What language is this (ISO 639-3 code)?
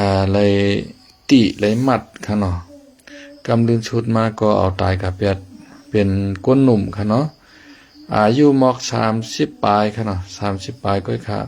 shn